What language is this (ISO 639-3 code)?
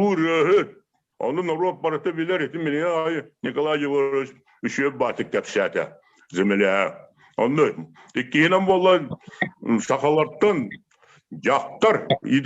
sah